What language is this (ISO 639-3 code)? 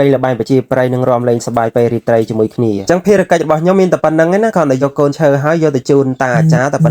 khm